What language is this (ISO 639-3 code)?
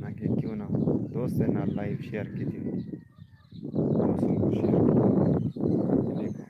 skr